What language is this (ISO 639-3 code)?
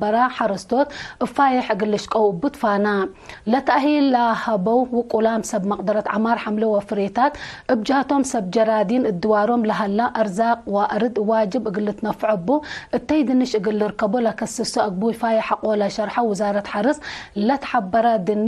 tig